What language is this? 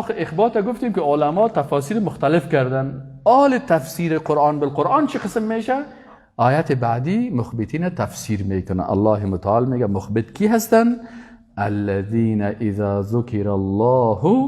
Persian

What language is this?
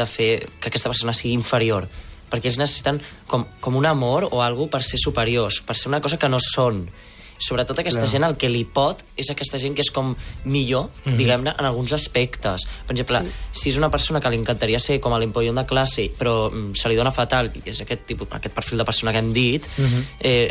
Catalan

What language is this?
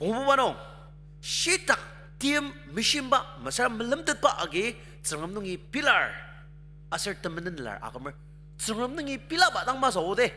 Ao Naga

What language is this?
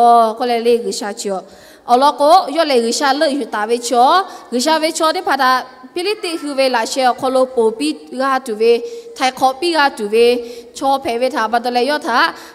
Lahu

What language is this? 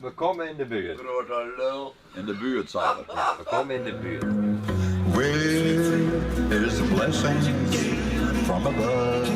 Western Frisian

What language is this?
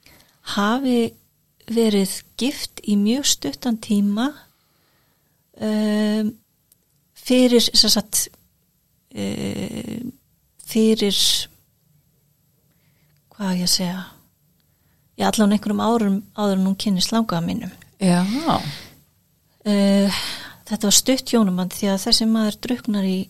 Icelandic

